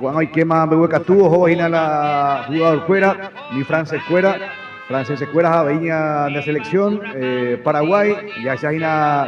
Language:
Guarani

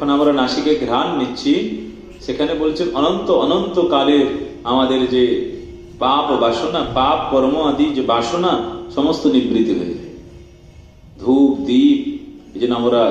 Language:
Bangla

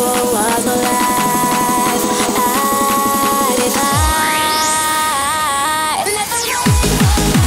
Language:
English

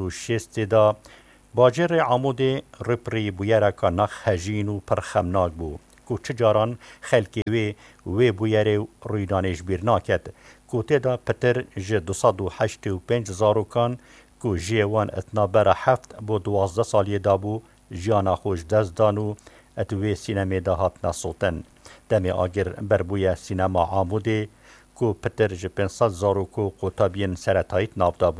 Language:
Kurdish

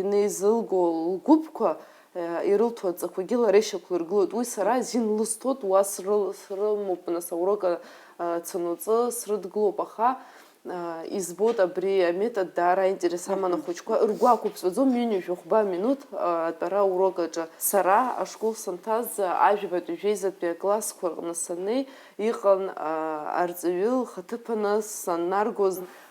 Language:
Abkhazian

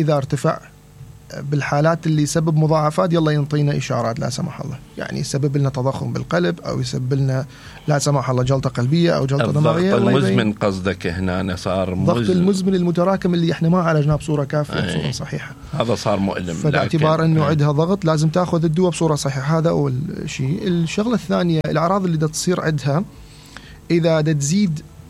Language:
Mesopotamian Arabic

